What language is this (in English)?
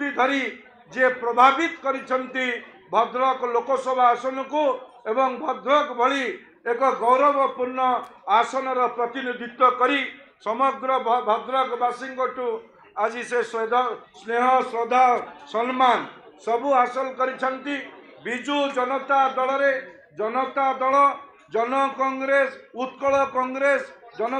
Odia